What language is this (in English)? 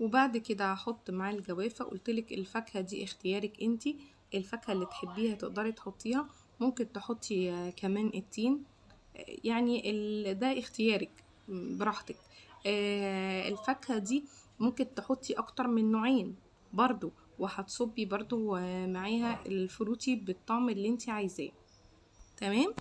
Egyptian Arabic